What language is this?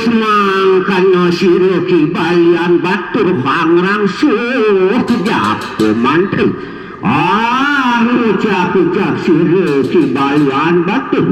Balinese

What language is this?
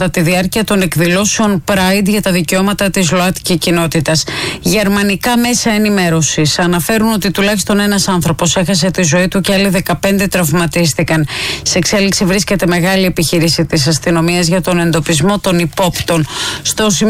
Greek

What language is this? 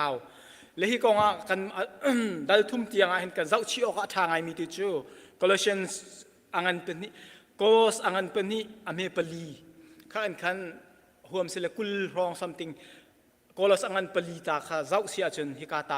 Hakha Chin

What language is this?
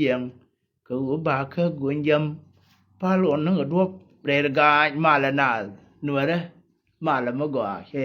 Nuer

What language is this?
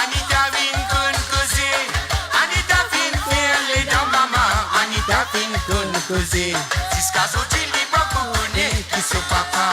Morisyen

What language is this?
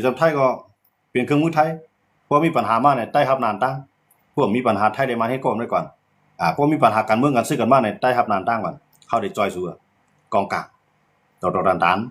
Shan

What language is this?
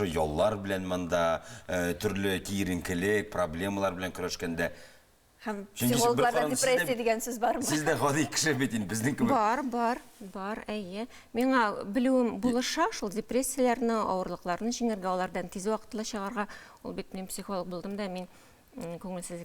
Tatar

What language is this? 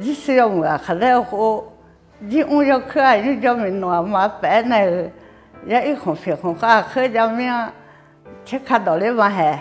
Akha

